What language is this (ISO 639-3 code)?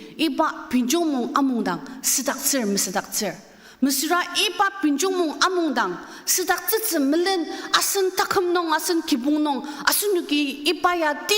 njo